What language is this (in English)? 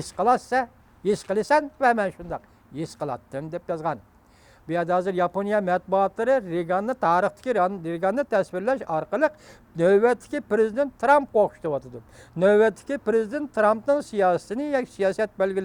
Uyghur